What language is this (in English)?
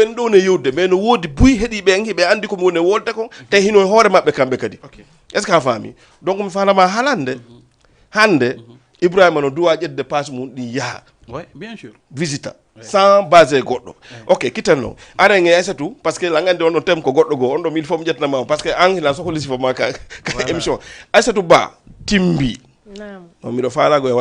Fula